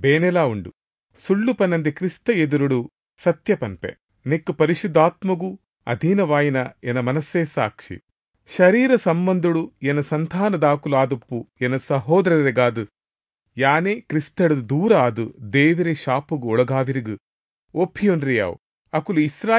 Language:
Tulu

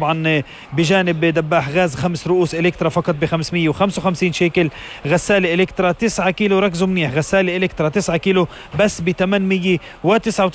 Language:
North Levantine Arabic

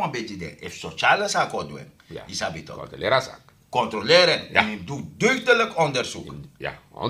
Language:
Sranan Tongo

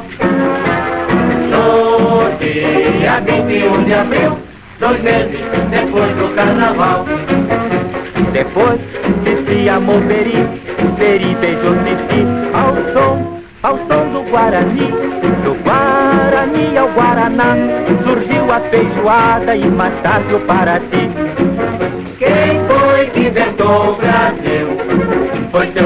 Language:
Portuguese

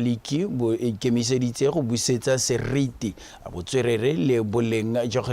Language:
Tswana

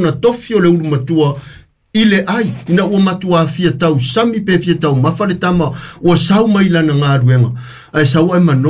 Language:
Samoan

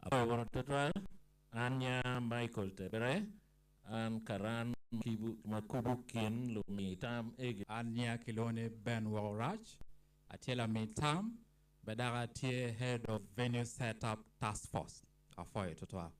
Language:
Acoli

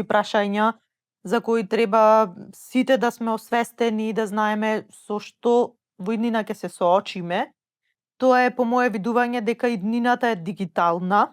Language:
Macedonian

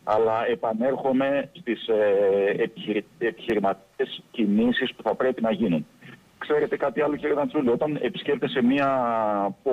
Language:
Greek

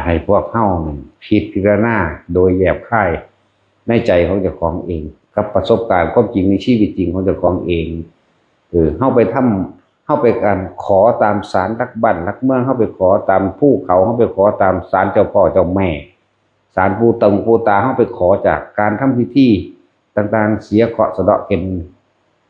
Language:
Northeastern Thai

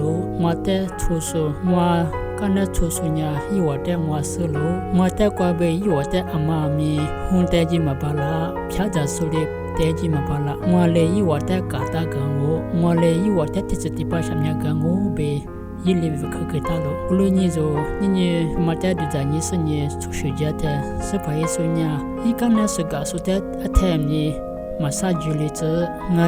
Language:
Lisu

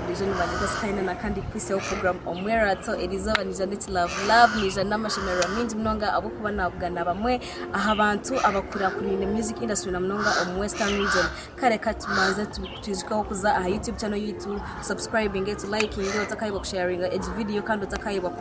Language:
Nyankole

